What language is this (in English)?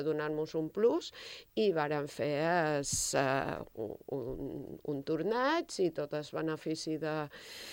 Catalan